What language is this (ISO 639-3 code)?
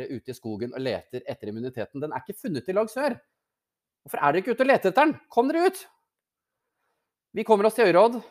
nor